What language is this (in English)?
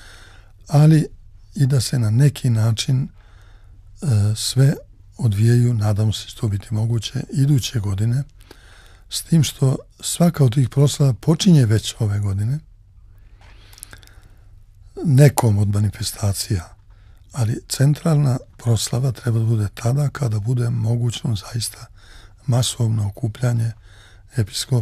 Serbian